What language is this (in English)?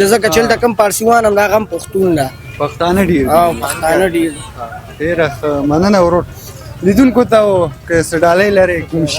Pashto